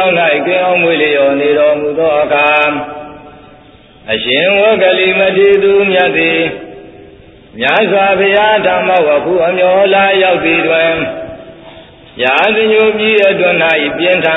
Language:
Burmese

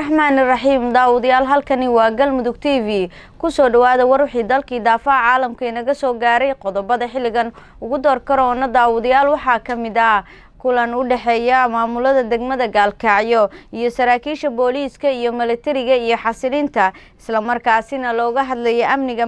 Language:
Somali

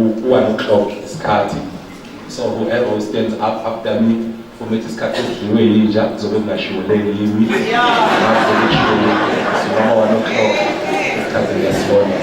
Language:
Zulu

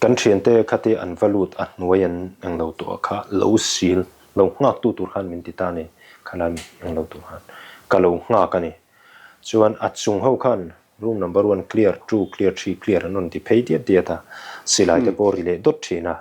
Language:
Mizo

